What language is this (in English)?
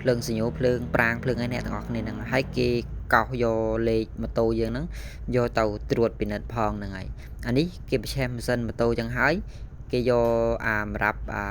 Khmer